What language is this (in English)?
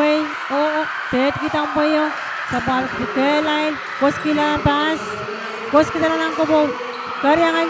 Pohnpeian